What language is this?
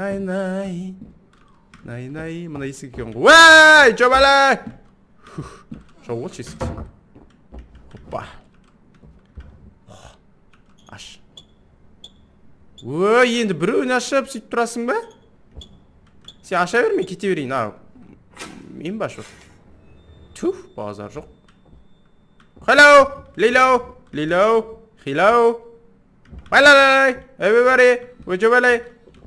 Kazakh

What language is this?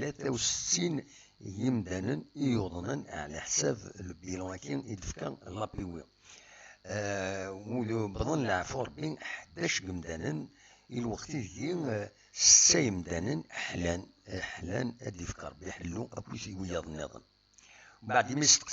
Kabyle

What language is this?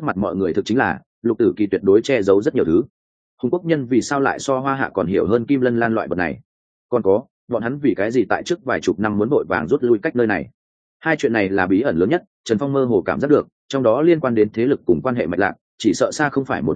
Vietnamese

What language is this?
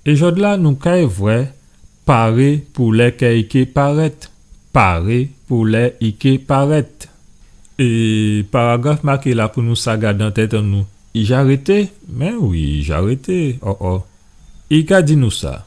Guadeloupean Creole French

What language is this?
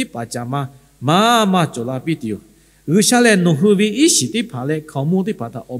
Lahu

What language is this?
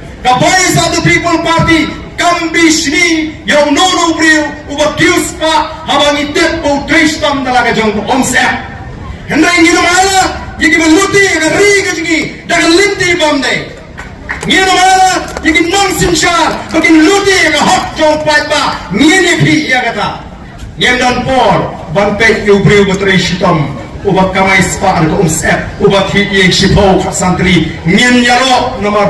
Khasi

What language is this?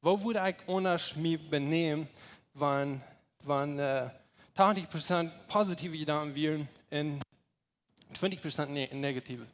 Plautdietsch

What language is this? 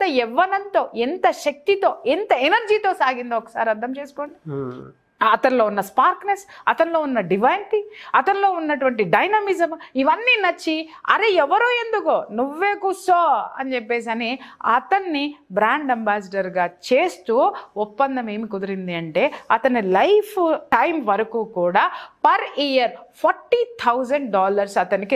Telugu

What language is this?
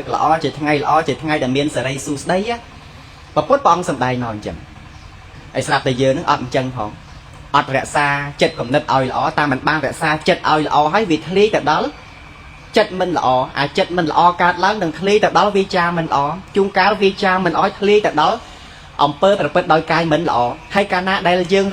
Khmer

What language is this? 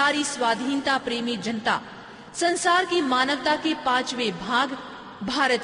Hindi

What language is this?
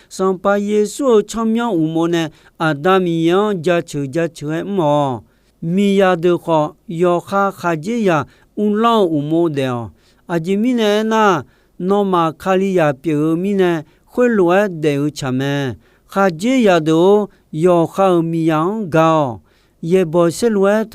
Akha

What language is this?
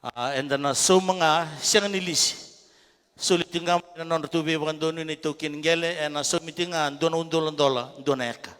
Fijian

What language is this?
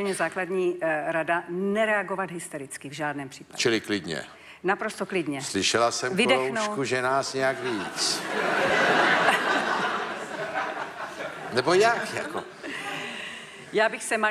Czech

